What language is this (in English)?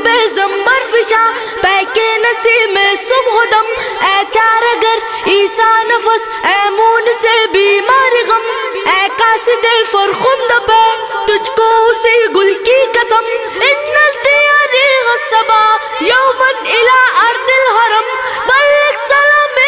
Urdu